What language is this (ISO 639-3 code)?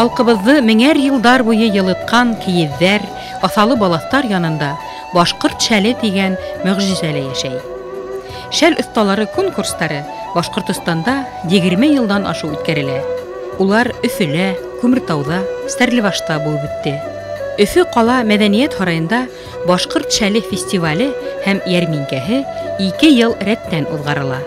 bak